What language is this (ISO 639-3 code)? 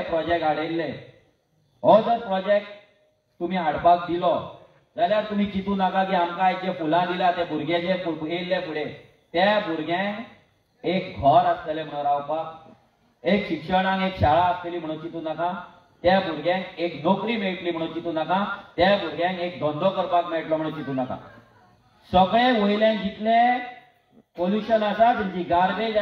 kok